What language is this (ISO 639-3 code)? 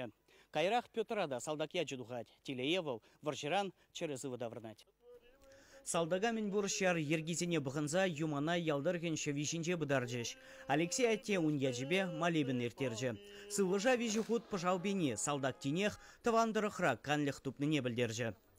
chv